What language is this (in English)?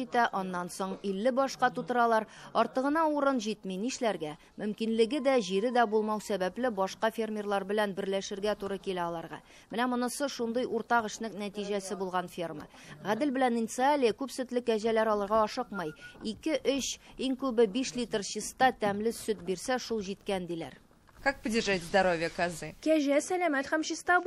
Tatar